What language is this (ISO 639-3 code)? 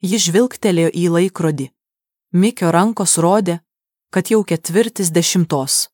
lit